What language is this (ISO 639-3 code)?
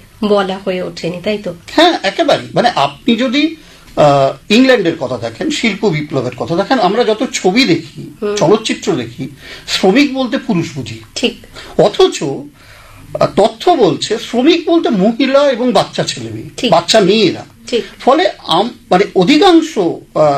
ben